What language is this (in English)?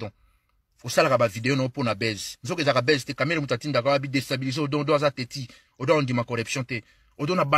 Lingala